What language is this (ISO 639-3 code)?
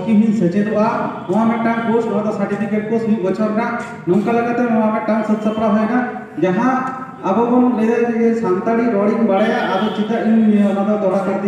sat